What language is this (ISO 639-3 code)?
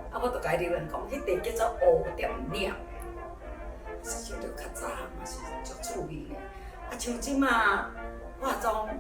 nan